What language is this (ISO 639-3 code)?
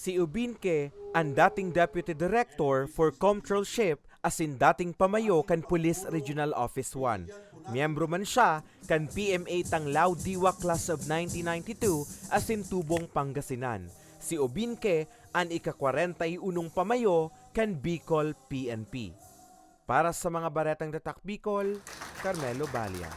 bik